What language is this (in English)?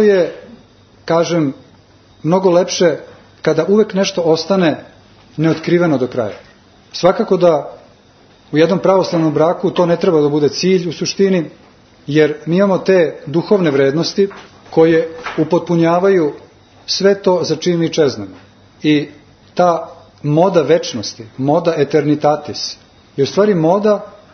Serbian